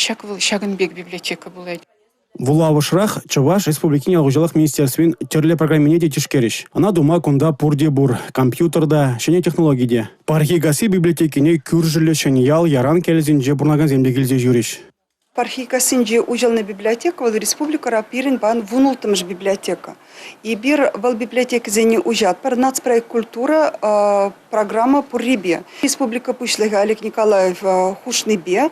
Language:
Chuvash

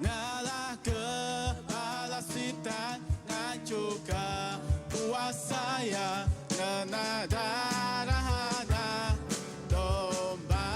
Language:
Iban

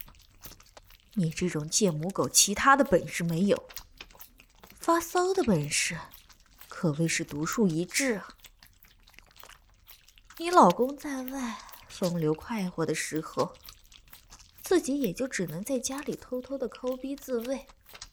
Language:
Chinese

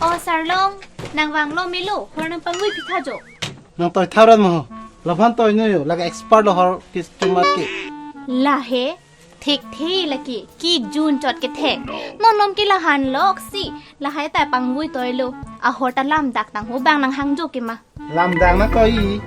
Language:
Karbi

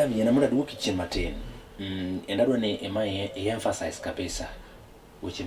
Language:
Luo (Kenya and Tanzania)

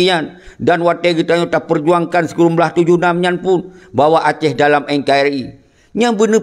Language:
Achinese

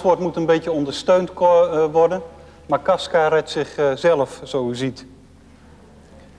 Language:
Dutch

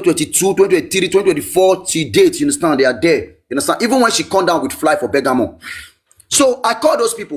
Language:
Nigerian Pidgin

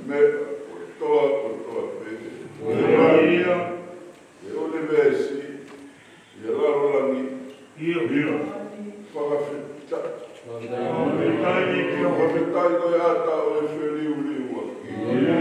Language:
Tongan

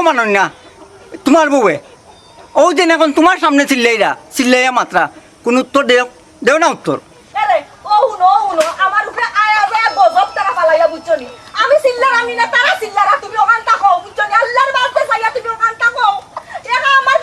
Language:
Sylheti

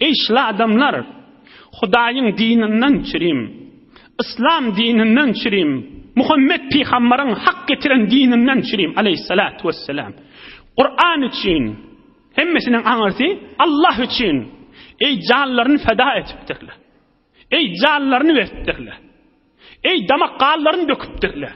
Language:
Turkmen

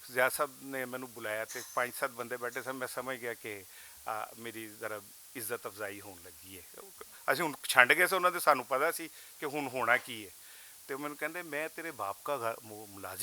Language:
Western Panjabi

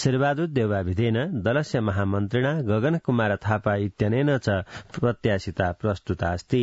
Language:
Sanskrit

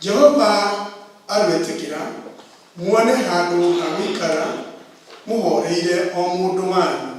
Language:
Kikuyu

